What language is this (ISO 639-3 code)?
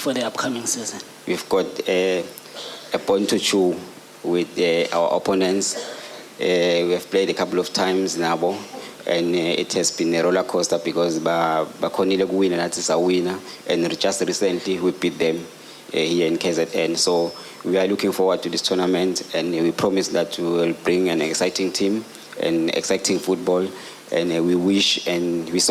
zul